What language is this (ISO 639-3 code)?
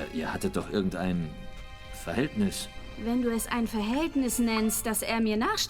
gsw